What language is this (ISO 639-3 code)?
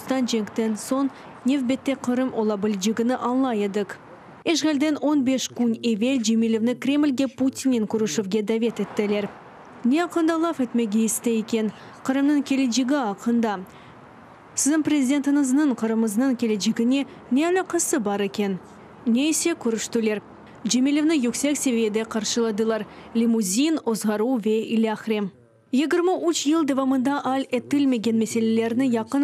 crh